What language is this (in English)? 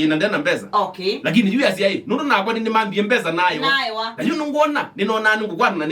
Kamba